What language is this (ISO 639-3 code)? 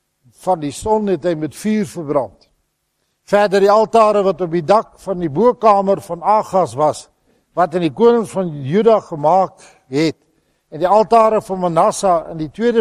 afr